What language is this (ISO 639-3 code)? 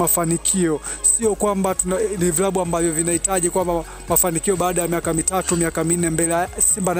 swa